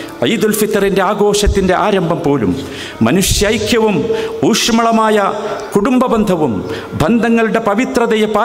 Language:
Malayalam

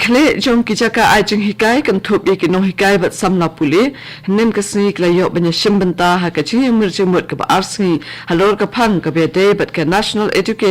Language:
Khasi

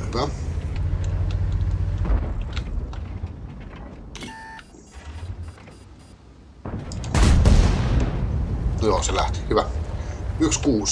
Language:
Finnish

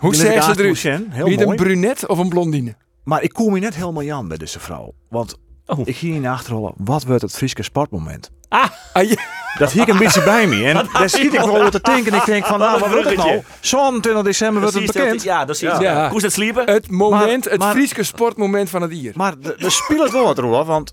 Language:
Western Frisian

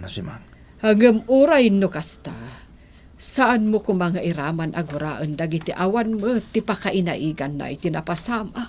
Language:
Iloko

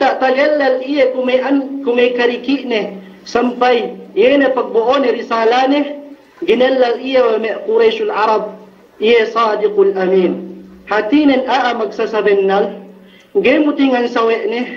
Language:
Yakan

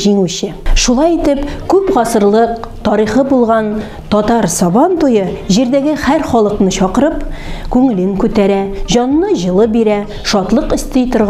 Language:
Tatar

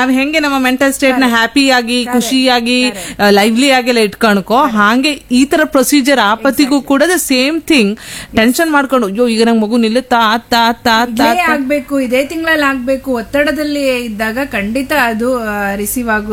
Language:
Kannada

